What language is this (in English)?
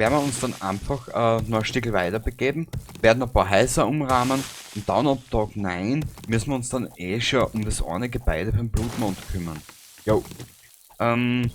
Bavarian